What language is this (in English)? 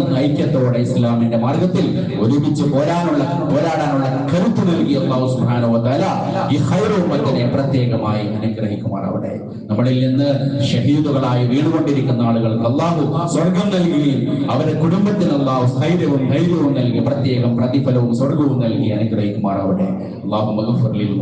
Malayalam